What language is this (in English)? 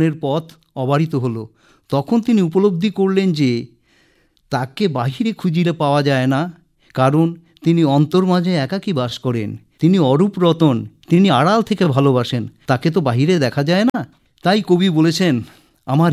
Bangla